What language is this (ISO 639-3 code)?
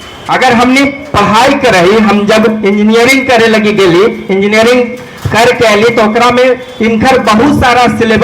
mag